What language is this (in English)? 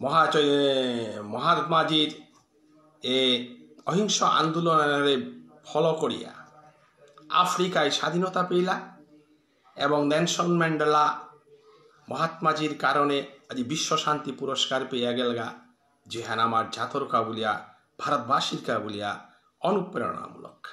Bishnupriya